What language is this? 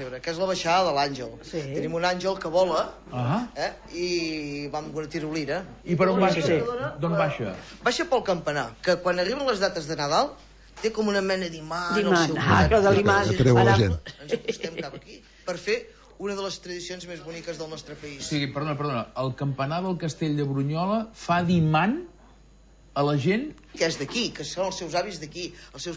Catalan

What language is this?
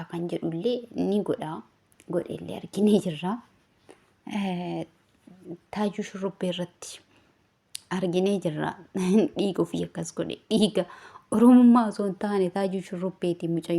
Oromo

